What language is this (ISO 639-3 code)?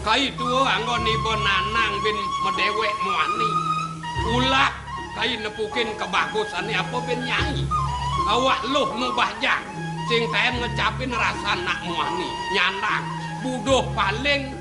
ban